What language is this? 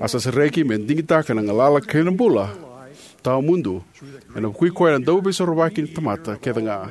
Fijian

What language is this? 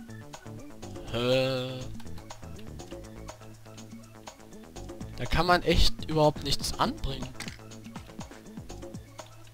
German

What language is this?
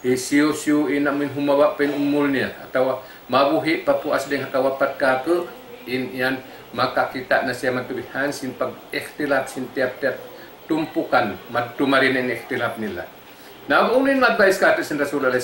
Tausug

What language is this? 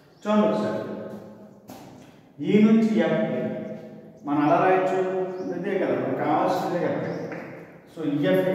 Telugu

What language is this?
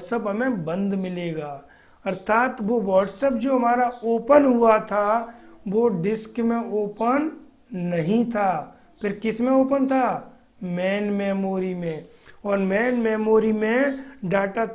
Hindi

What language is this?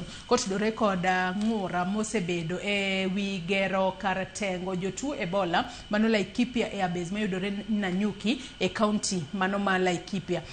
Luo (Kenya and Tanzania)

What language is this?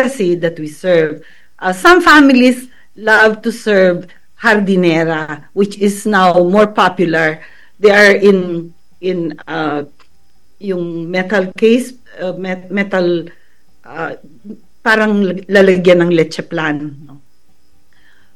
Filipino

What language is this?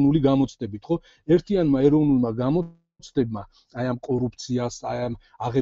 Georgian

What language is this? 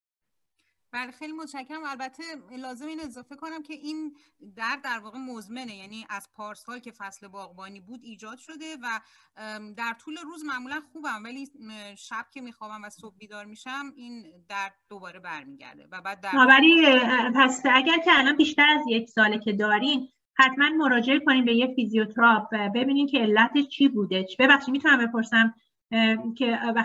Persian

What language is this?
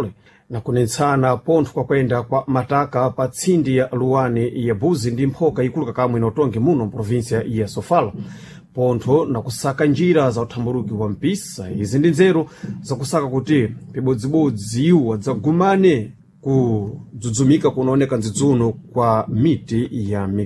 Sena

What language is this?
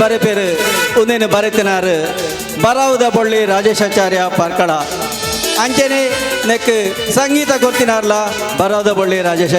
Tulu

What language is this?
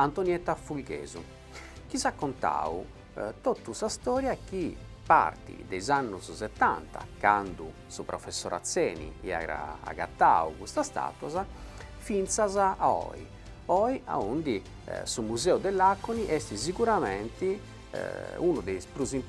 Sardinian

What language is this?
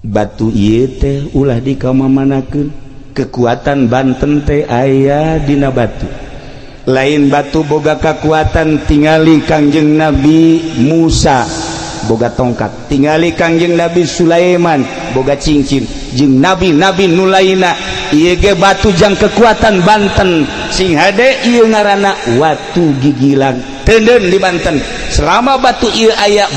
Sundanese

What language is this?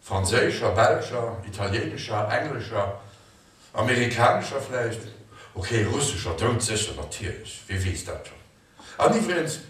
Luxembourgish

